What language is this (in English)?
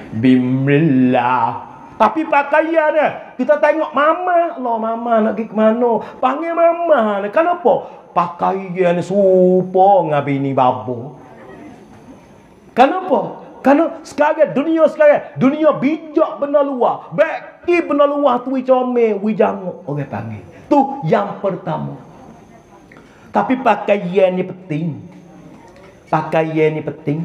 Malay